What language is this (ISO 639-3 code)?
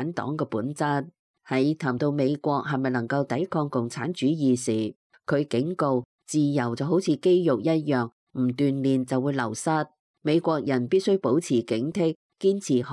yue